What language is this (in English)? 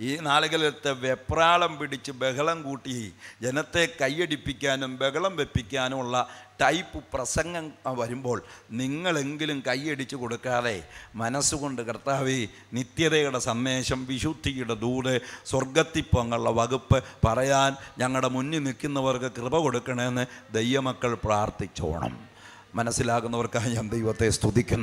Malayalam